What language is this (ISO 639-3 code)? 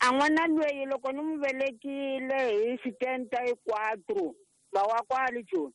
tso